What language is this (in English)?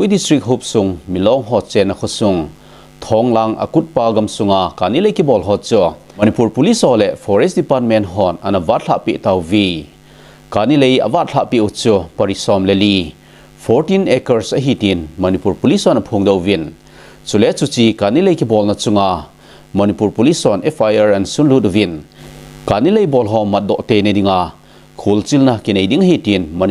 Thado Chin